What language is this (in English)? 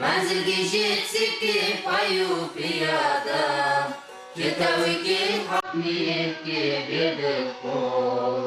Kara-Kalpak